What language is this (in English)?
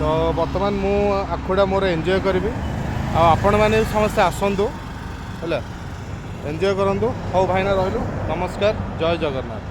Odia